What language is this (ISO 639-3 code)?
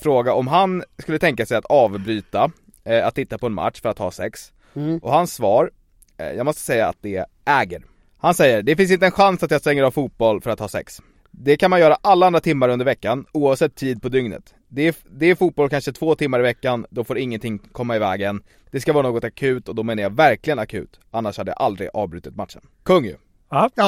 swe